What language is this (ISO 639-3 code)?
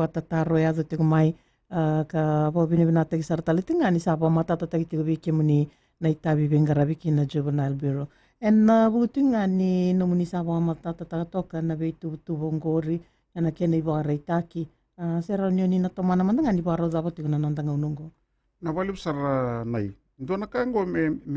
fij